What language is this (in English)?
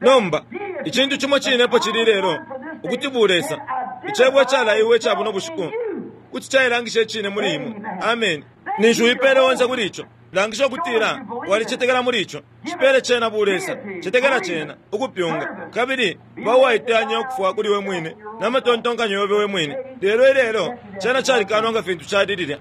Bemba